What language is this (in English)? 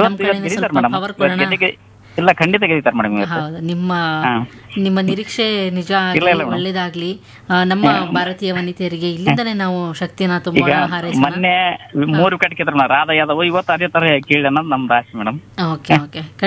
Kannada